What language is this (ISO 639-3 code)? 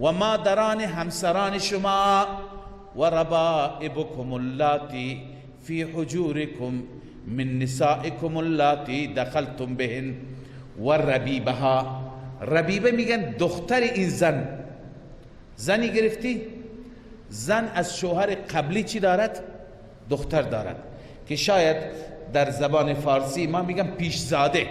fas